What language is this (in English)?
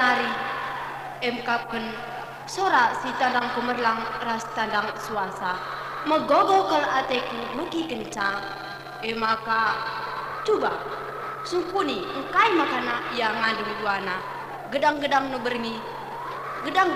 Batak Karo